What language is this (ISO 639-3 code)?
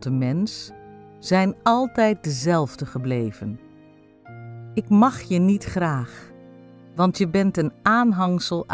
nld